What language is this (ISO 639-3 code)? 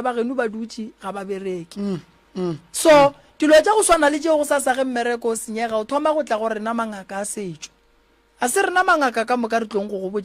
nso